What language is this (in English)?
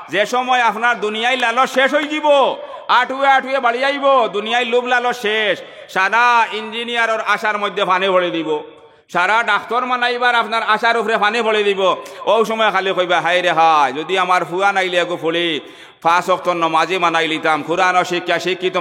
Sylheti